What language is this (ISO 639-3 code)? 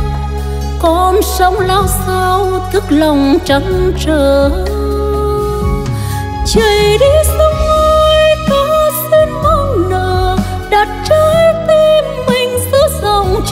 vie